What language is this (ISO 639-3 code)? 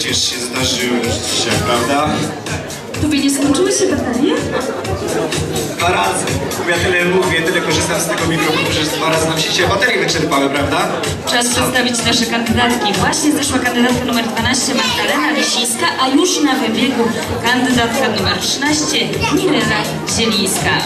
pol